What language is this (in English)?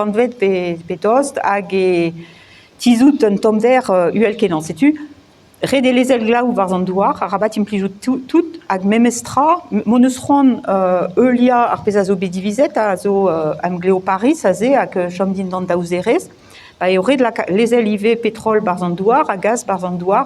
Breton